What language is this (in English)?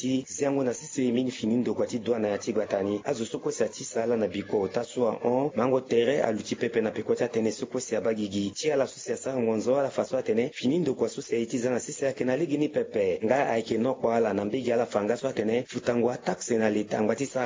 Sango